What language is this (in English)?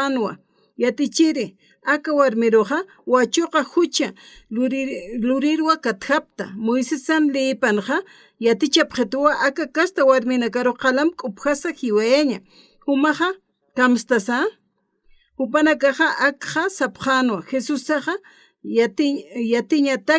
Aymara